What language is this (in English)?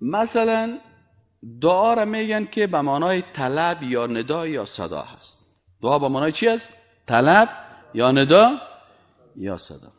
Persian